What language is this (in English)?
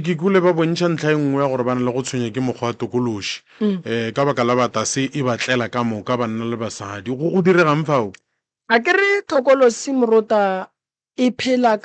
Northern Sotho